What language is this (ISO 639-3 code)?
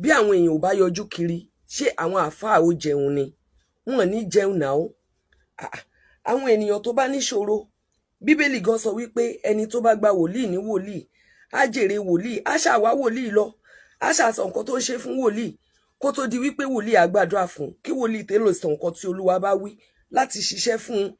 yor